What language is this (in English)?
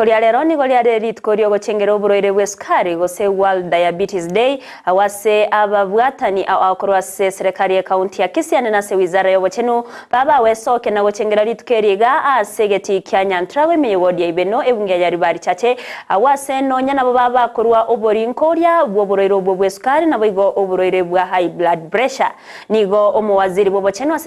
Gusii